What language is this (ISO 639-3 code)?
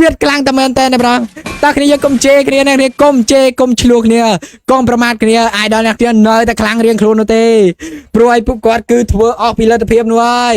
khm